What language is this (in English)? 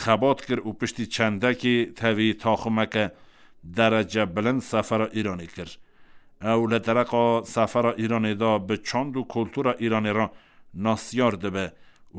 Kurdish